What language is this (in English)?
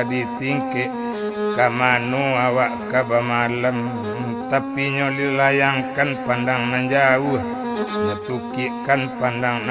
Minangkabau